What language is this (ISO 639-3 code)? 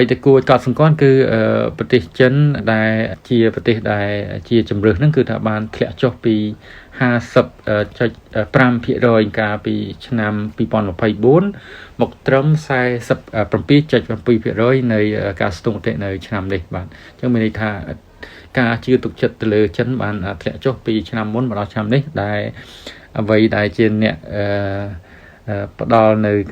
khm